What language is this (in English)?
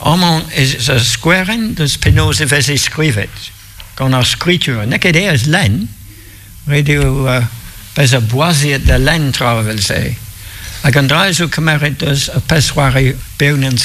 Breton